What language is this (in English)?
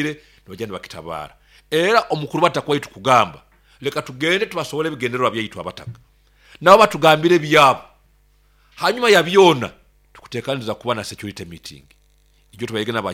Nyoro